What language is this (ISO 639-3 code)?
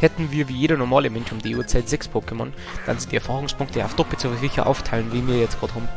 bar